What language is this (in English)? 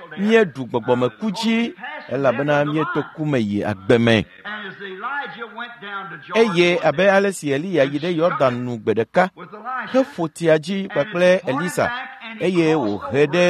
Ewe